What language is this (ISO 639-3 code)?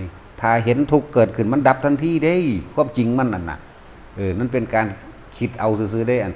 lao